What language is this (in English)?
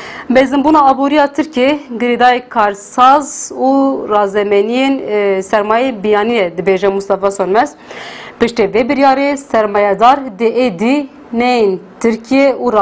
Kurdish